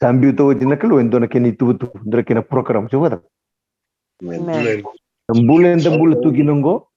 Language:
Fijian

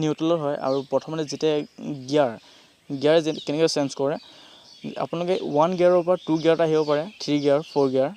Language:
Assamese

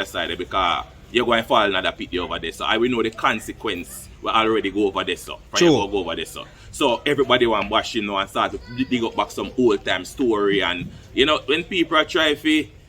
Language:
Jamaican Creole English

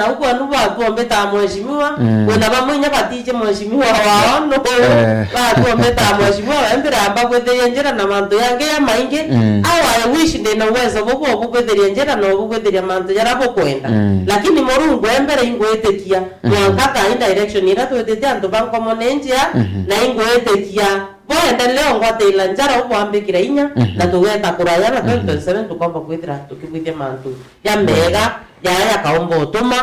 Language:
Meru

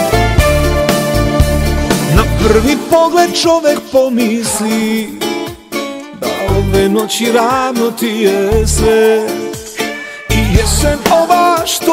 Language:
Serbian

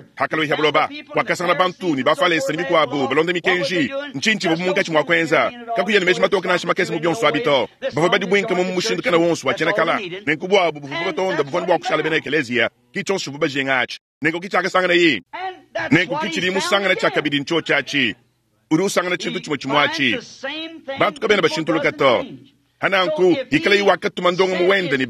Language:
Luba-Lulua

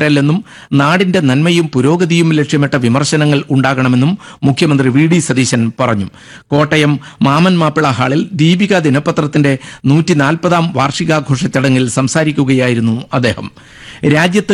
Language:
Malayalam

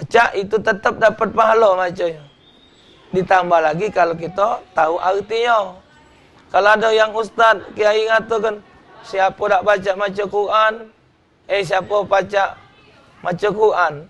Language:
Musi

